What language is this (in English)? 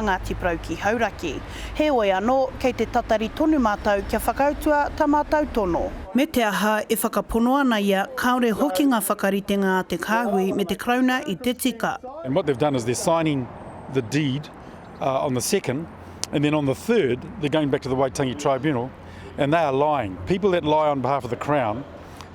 Māori